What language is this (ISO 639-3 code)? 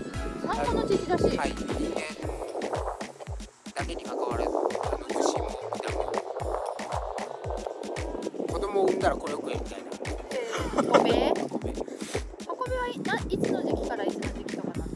jpn